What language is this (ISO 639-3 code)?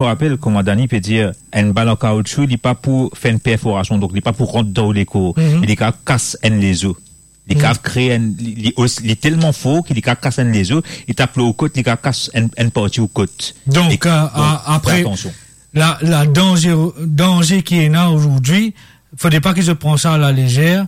mfe